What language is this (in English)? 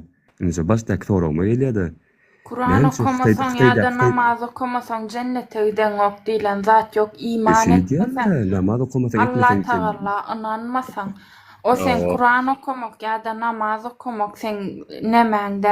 Turkmen